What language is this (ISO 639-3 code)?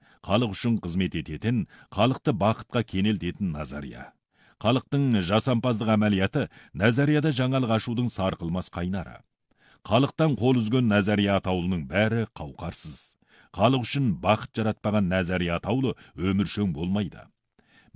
kaz